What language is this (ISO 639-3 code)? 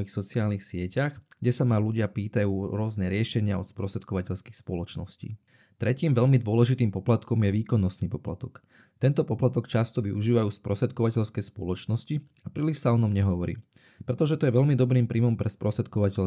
slk